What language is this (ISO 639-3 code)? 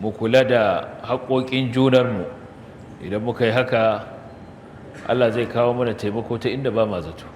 hau